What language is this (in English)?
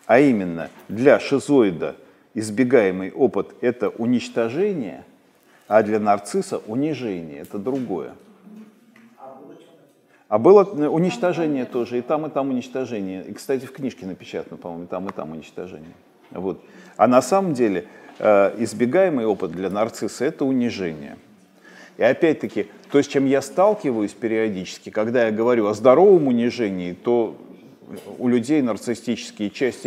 Russian